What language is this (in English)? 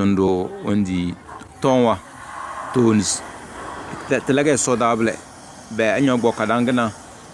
Tem